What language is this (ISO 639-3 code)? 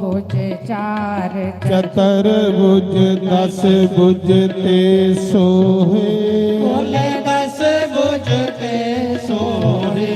doi